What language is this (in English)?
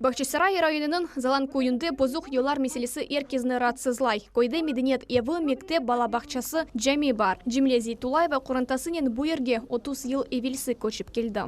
Crimean Tatar